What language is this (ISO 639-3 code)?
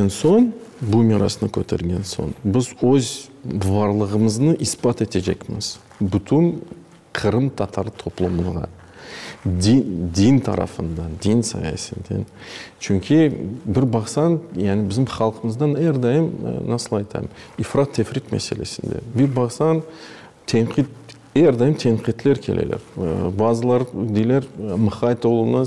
crh